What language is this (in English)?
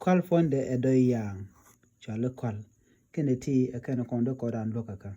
Nuer